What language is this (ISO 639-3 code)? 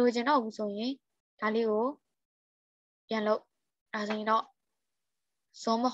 mya